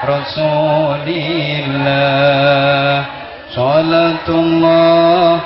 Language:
Javanese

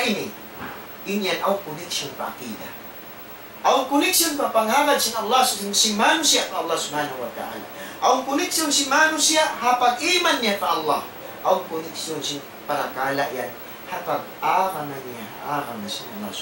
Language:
Tausug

